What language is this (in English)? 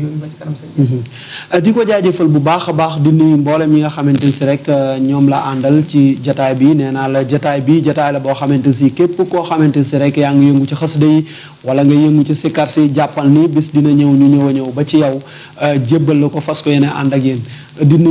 Wolof